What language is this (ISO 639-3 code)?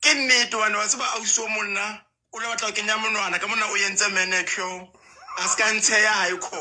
sot